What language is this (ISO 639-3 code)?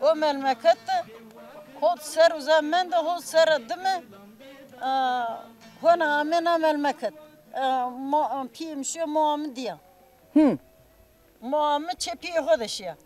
zza